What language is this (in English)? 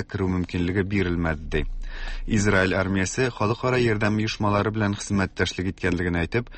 Tatar